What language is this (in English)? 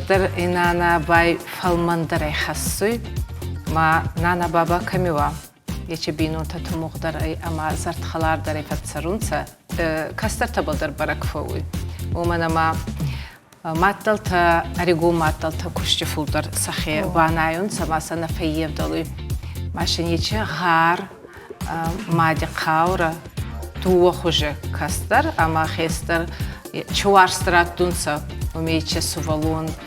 Ossetic